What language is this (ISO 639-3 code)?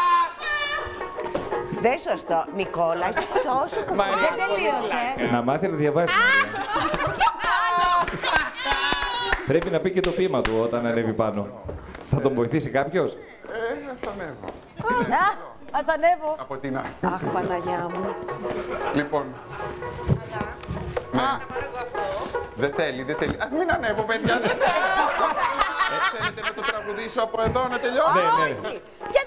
ell